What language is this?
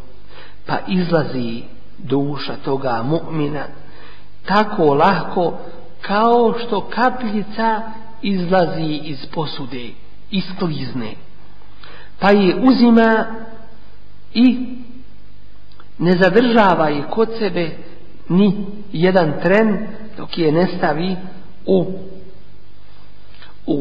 Bosnian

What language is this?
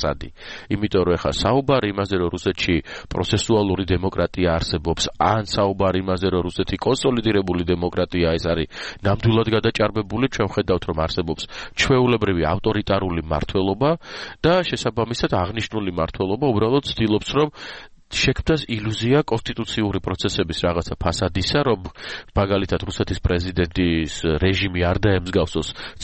Georgian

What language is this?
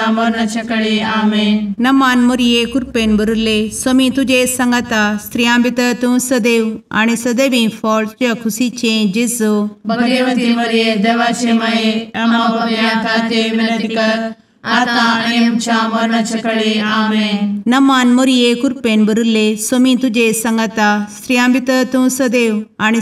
Konkani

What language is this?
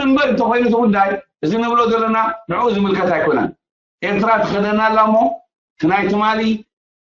Tigrinya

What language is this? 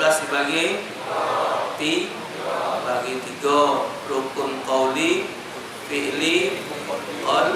Musi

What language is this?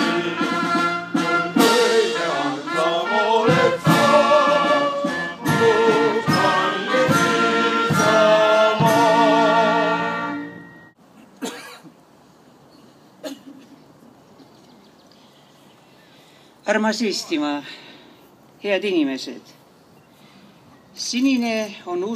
Estonian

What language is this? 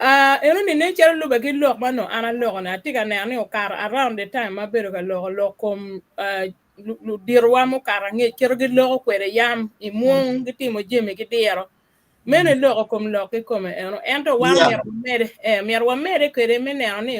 Acoli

